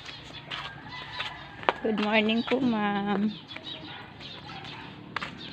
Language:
Filipino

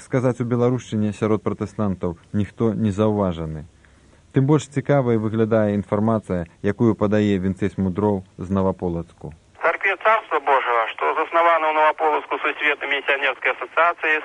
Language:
Belarusian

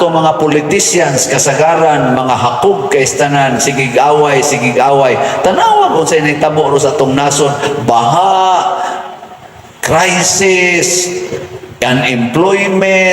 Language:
Cebuano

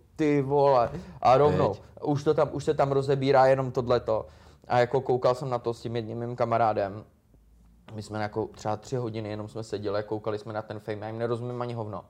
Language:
Czech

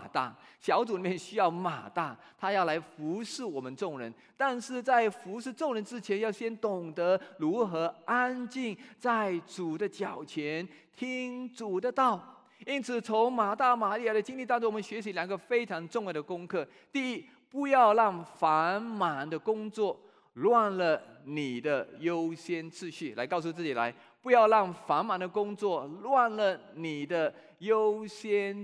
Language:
Chinese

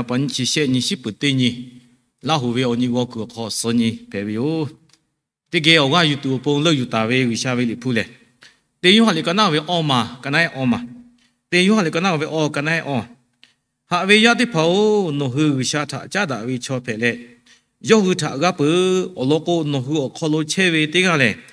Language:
Lahu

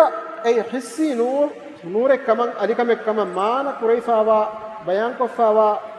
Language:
Divehi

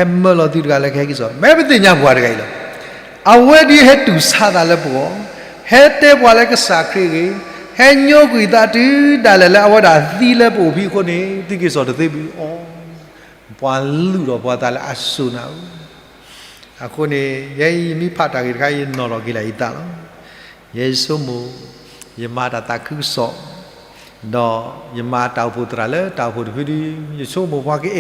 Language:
S'gaw Karen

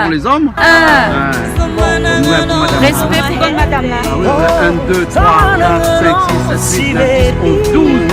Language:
Réunion Creole French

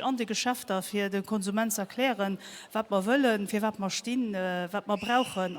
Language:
Luxembourgish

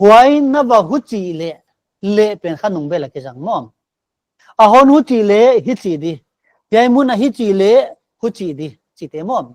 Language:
Paite Chin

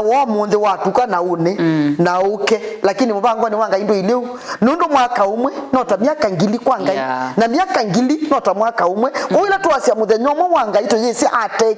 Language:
Kamba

